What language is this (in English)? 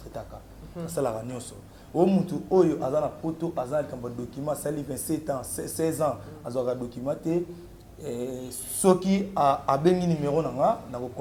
Lingala